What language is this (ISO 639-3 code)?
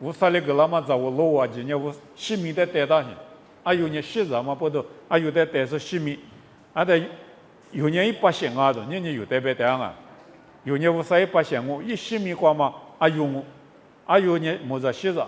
lis